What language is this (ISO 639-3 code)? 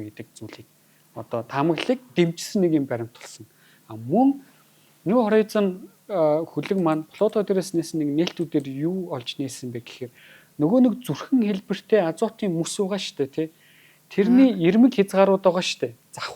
mon